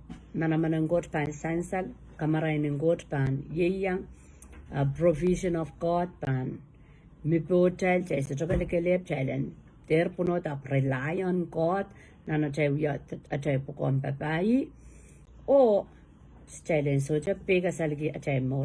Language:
Pohnpeian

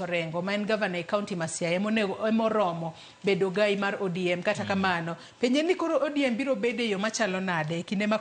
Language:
Luo (Kenya and Tanzania)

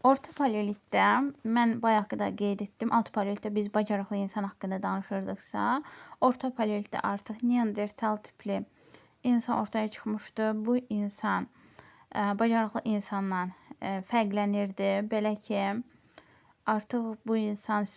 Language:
Azerbaijani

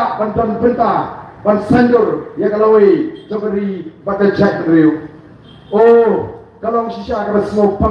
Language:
Khasi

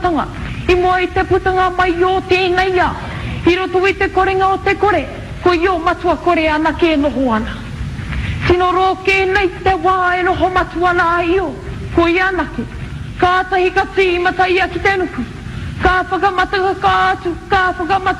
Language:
Māori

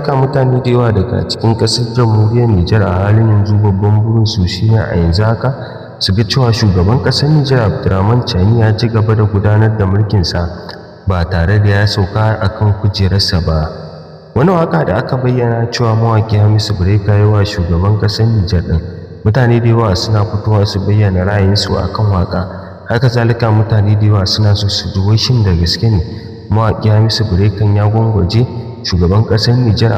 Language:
Hausa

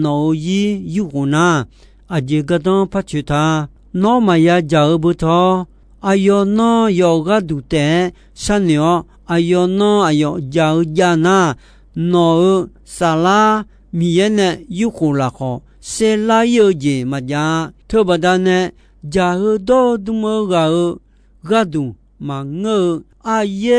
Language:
Akha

